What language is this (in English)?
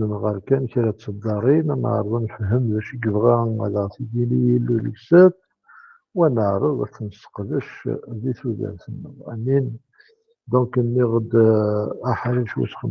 Kabyle